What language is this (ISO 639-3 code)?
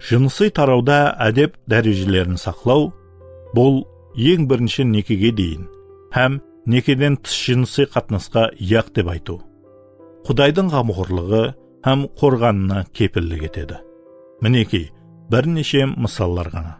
kaa